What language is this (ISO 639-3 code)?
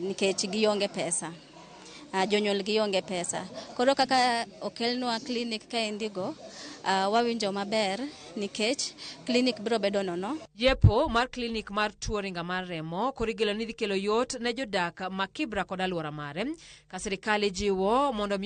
luo